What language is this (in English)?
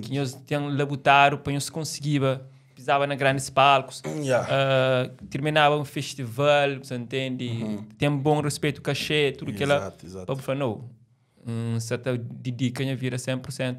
Kabuverdianu